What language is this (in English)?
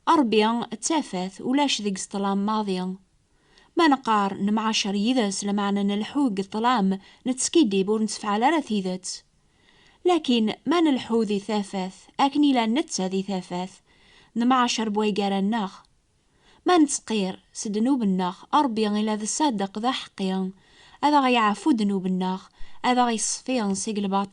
Kabyle